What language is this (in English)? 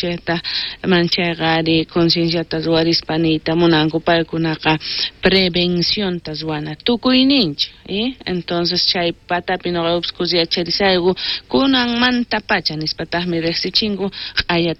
South Bolivian Quechua